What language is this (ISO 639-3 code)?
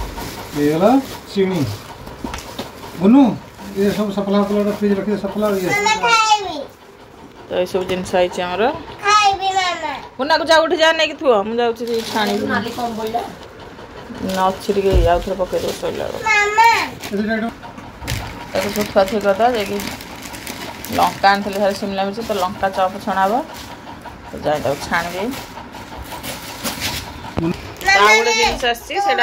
ori